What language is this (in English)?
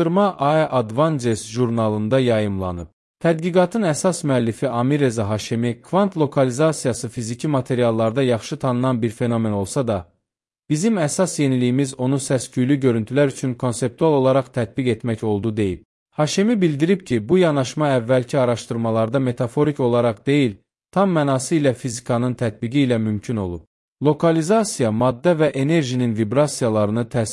Azerbaijani